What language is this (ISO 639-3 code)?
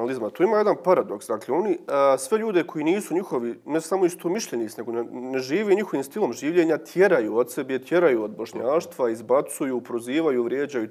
bos